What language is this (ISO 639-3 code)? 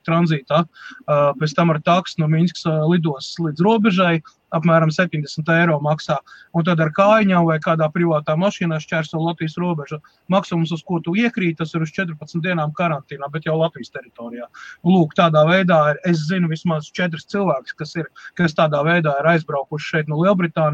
lav